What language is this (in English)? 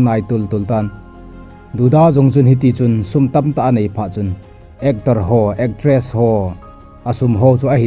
Thado Chin